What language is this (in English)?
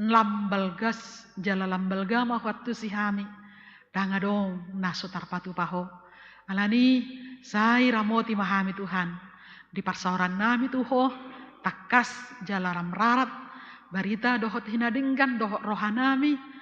Batak Toba